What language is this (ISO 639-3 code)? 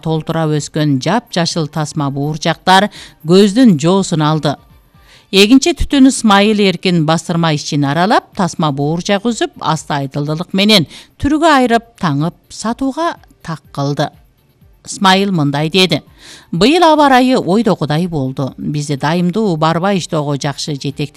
kir